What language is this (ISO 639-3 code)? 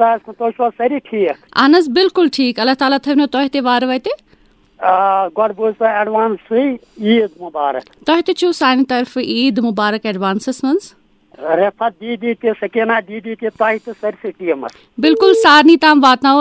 kas